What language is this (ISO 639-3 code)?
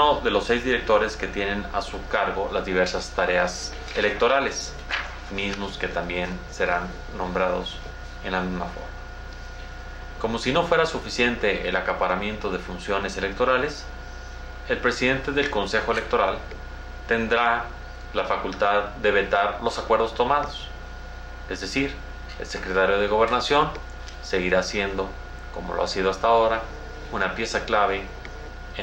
spa